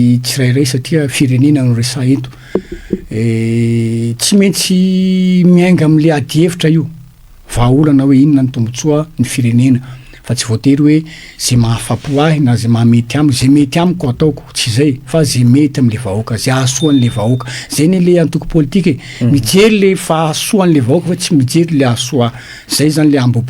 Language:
Malagasy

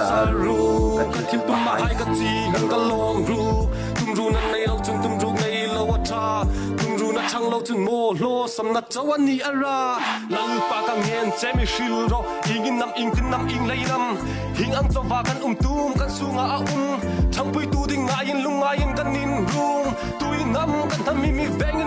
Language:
Hmar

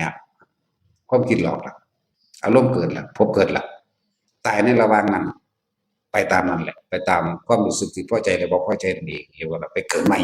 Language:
Northeastern Thai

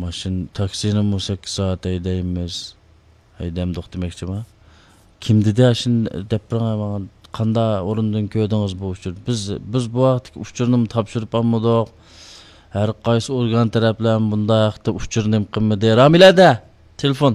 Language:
Uyghur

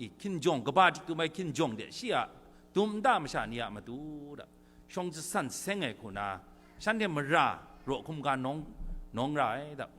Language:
Kachin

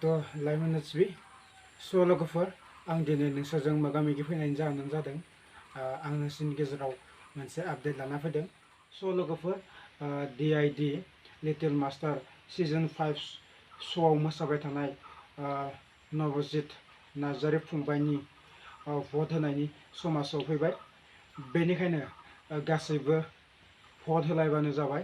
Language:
Bodo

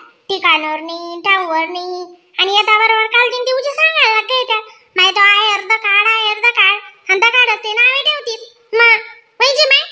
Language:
Khandesi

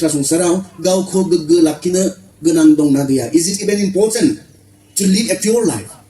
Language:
Bodo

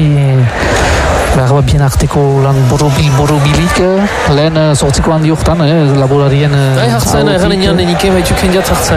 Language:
Basque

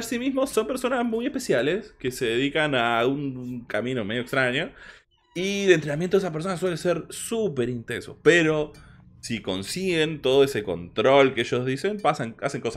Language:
Spanish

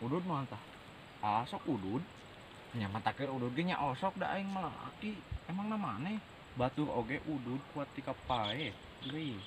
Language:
Sundanese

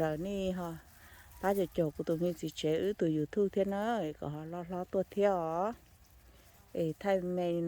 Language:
Hmong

